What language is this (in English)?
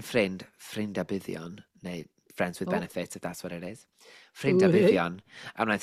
Welsh